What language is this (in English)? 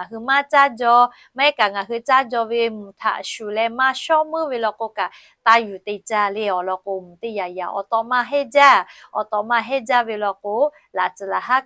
Lahu